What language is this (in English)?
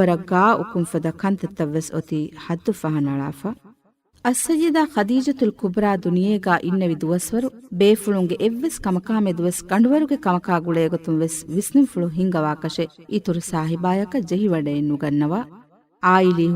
Divehi